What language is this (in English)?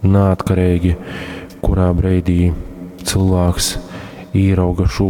Latgalian